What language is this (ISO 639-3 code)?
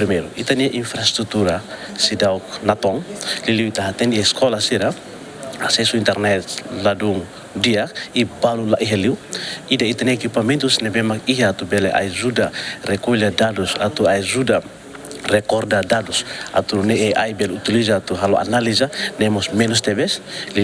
tet